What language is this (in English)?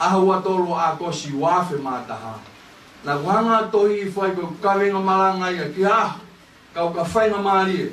Tongan